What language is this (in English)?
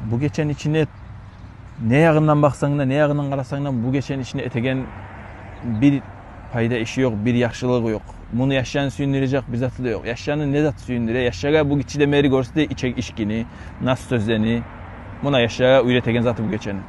Kumyk